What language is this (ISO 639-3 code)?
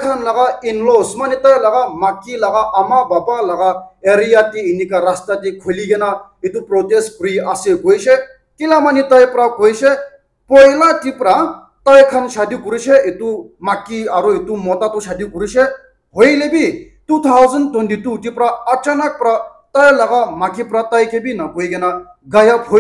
nag